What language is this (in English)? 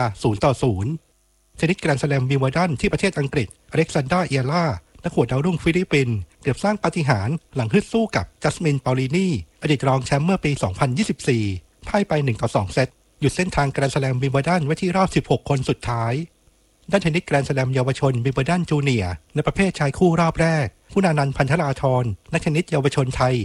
Thai